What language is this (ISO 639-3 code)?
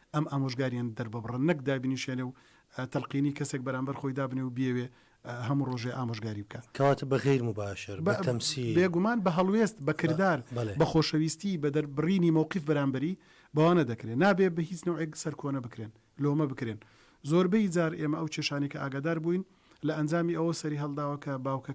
ckb